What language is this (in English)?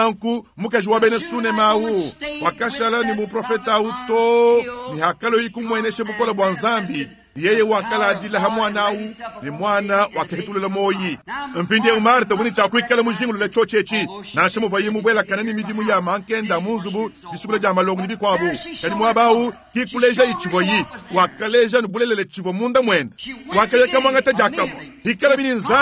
Luba-Lulua